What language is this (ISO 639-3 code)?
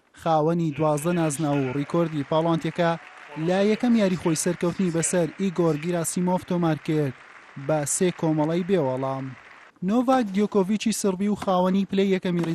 ckb